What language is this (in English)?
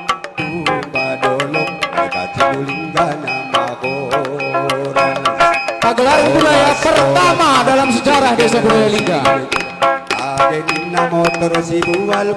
Batak Karo